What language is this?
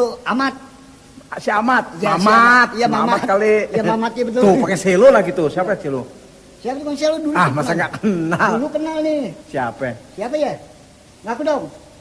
Betawi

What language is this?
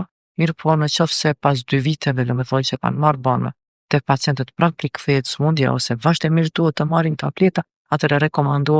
Albanian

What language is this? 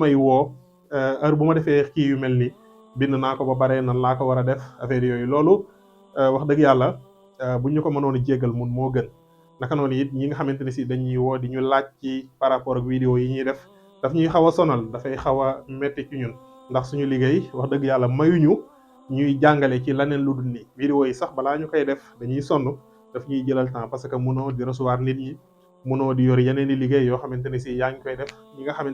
Wolof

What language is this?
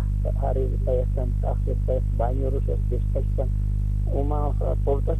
Aymara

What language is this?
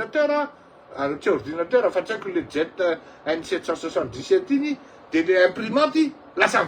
Malagasy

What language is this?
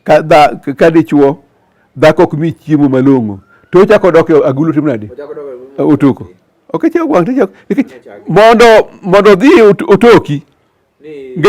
Luo (Kenya and Tanzania)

